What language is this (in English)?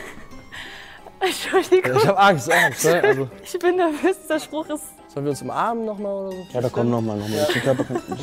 German